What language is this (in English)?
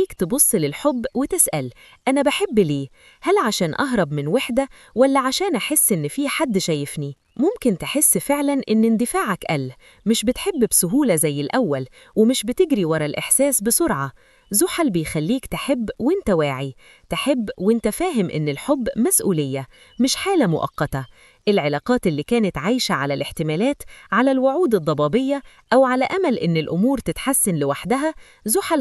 Egyptian Arabic